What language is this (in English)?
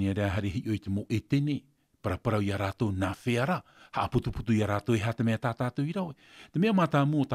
Tahitian